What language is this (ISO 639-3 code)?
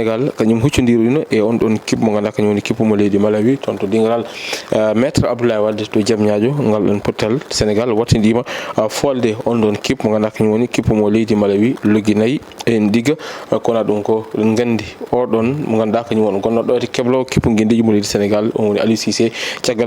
ful